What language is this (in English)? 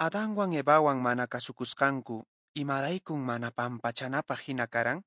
Quechua